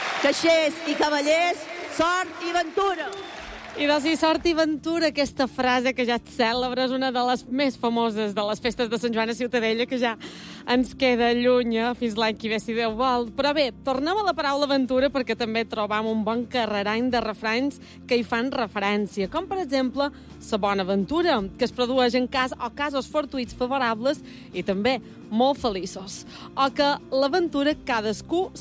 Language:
Catalan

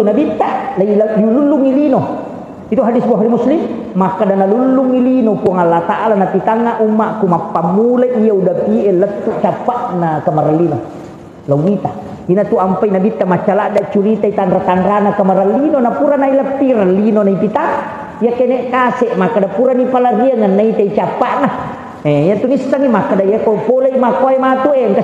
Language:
Buginese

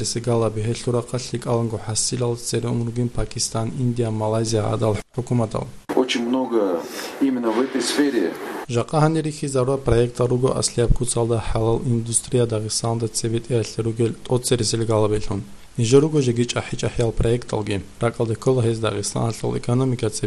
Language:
Avaric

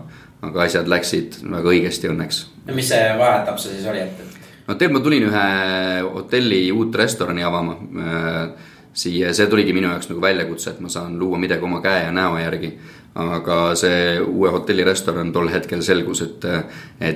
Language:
Estonian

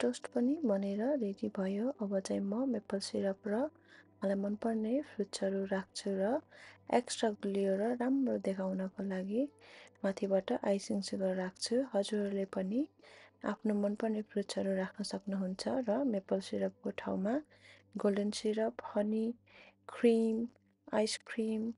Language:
Nepali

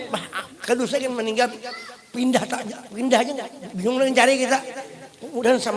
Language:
Banjar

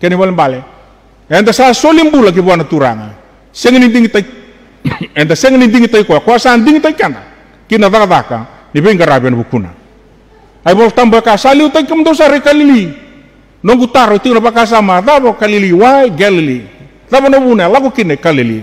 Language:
Fijian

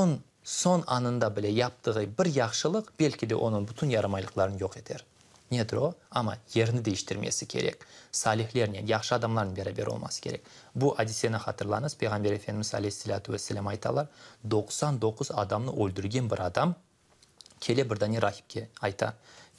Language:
Crimean Tatar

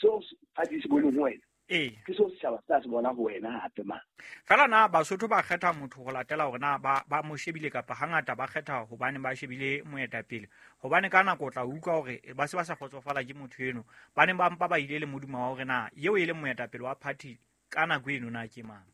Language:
Southern Sotho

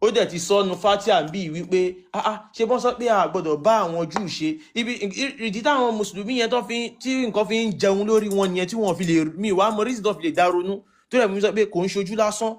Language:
Yoruba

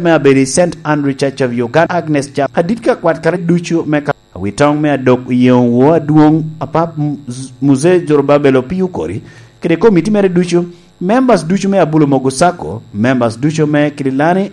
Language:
Lango (Uganda)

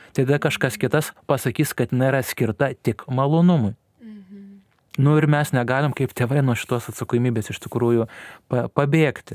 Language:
Lithuanian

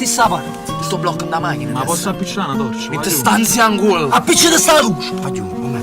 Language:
Neapolitan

